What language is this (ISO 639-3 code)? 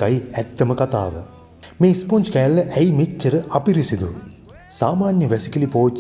sin